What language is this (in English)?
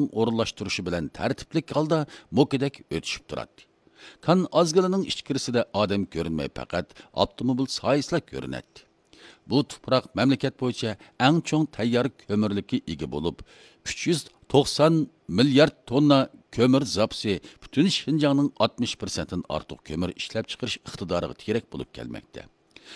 Uyghur